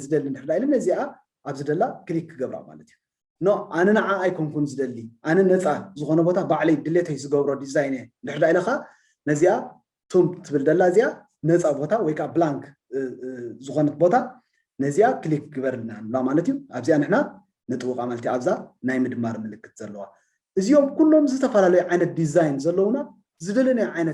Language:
Tigrinya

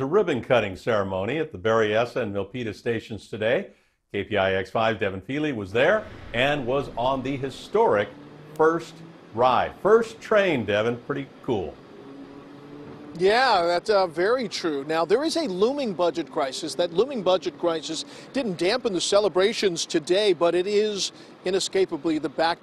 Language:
English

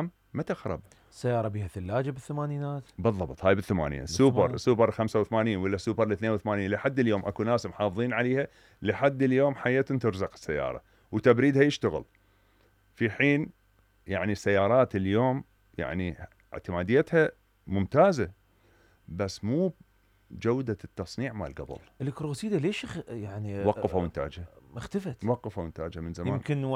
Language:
Mesopotamian Arabic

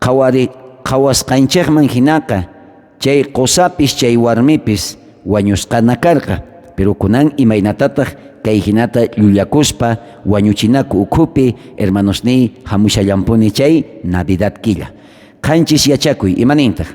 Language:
South Bolivian Quechua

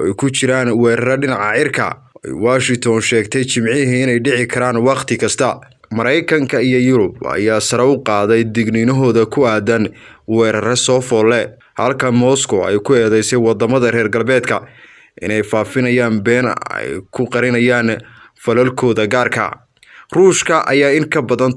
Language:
Somali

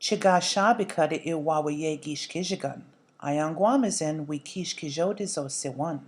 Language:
Chippewa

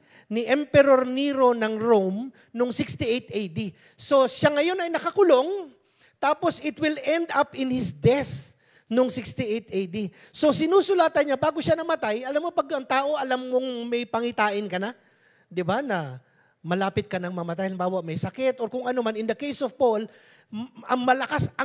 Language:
Filipino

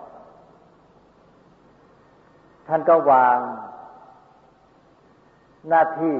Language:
Thai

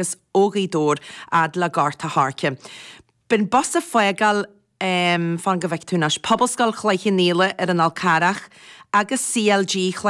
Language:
Irish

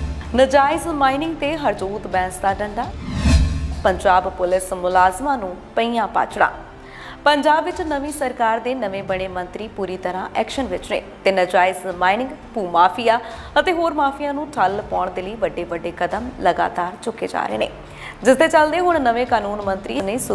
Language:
Punjabi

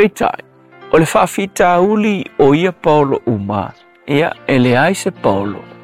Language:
Samoan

